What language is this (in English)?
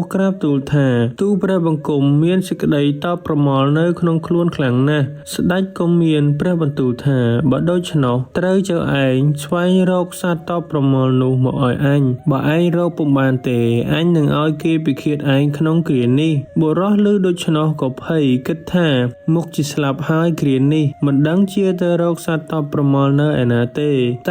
Khmer